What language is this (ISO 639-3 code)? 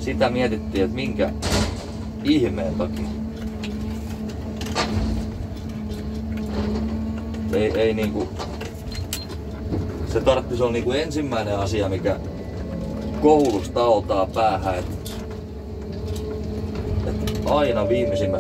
fin